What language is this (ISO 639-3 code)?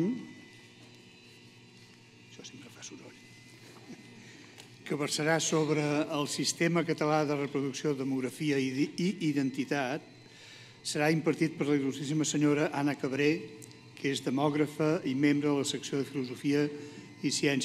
cat